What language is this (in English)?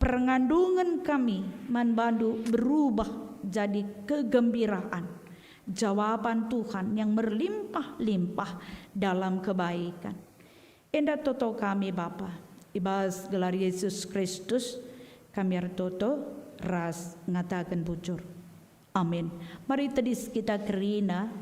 Batak Karo